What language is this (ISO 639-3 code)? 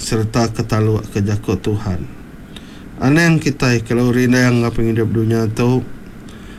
iba